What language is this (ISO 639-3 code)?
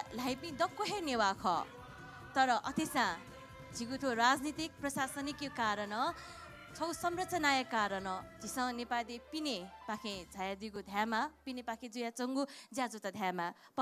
new